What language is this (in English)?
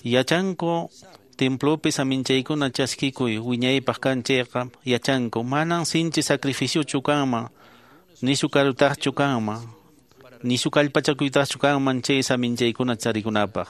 Quechua